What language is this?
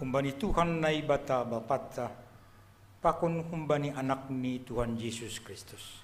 Batak Simalungun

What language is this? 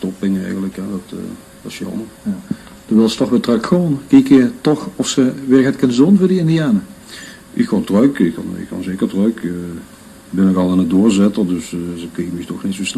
Limburgish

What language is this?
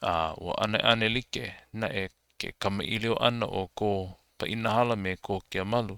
Hawaiian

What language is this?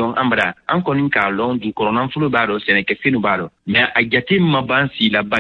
Bambara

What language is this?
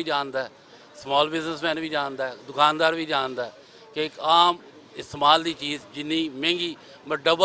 Western Panjabi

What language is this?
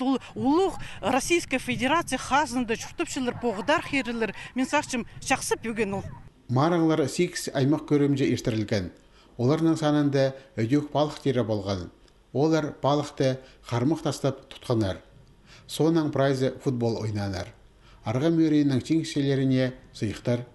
Khakas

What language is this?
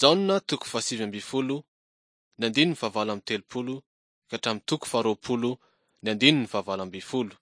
Malagasy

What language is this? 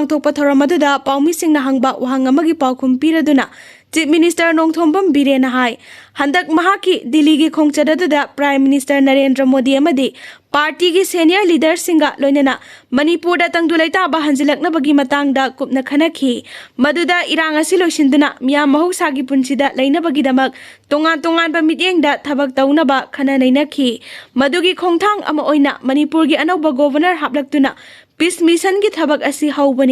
Manipuri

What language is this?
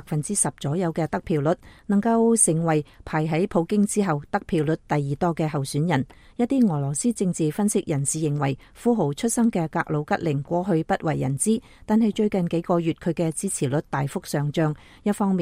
Cantonese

